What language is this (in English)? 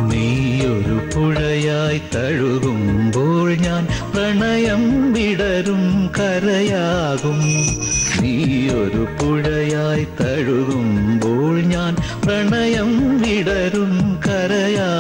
Malayalam